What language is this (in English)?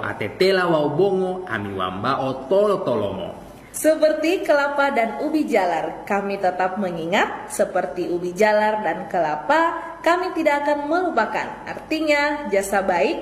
Gorontalo